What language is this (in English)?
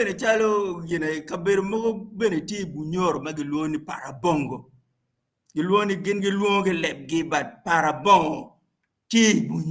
Acoli